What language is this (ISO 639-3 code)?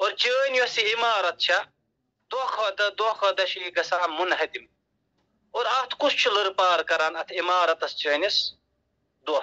kas